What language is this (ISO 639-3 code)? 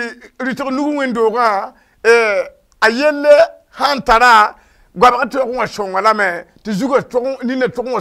mos